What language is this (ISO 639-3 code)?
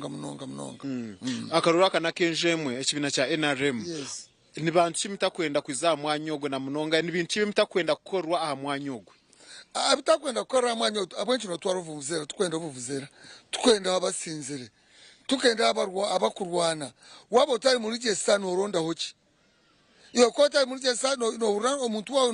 nyn